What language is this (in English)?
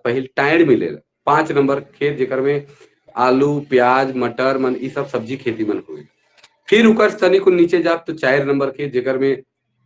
Sadri